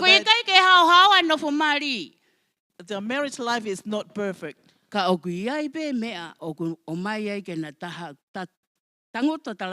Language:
Tongan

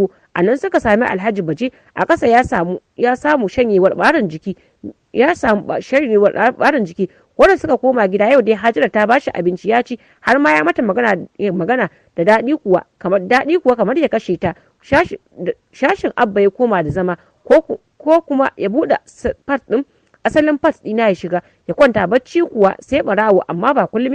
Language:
Hausa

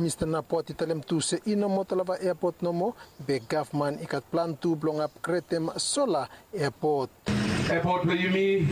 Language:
Bislama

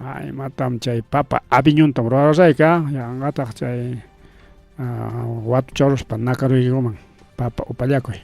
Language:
Ayacucho Quechua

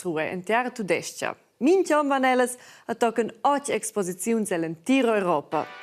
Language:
Romansh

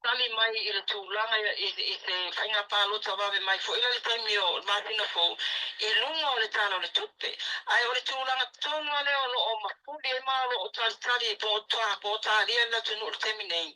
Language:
Samoan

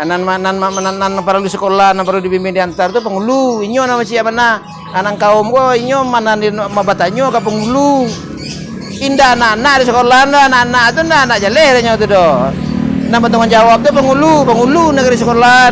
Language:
Minangkabau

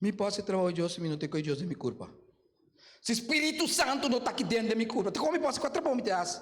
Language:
Papiamento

